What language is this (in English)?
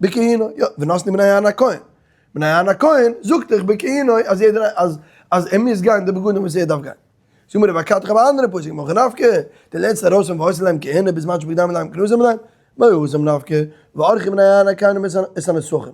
Yiddish